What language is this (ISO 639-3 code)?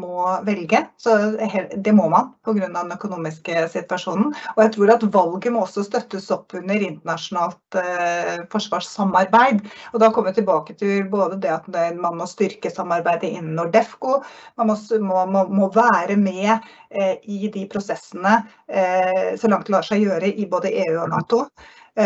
nor